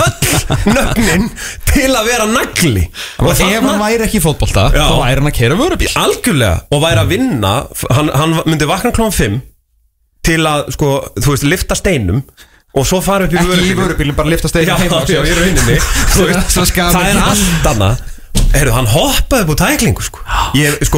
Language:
Icelandic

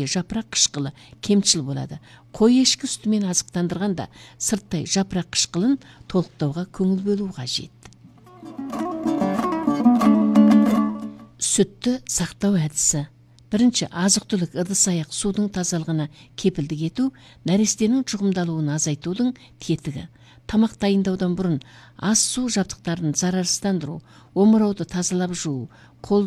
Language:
Kazakh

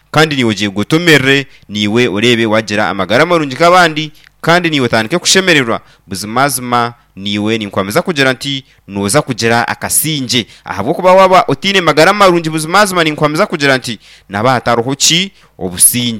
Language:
Nyankole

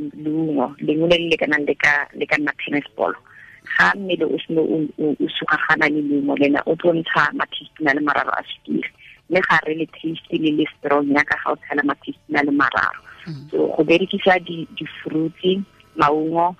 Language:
Tswana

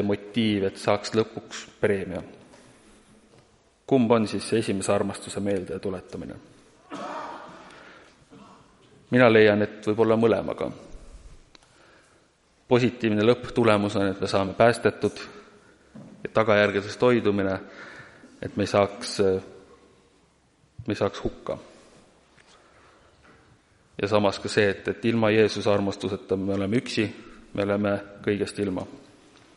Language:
Estonian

